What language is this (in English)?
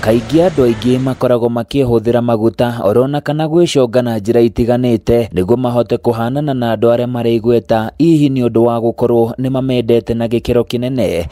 Kikuyu